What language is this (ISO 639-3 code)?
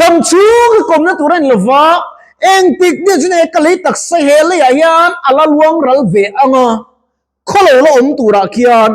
lus